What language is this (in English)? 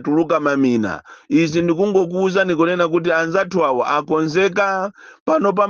Nyanja